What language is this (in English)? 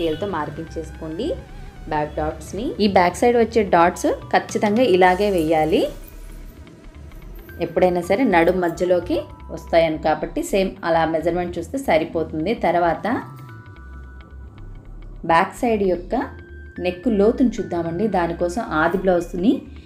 Telugu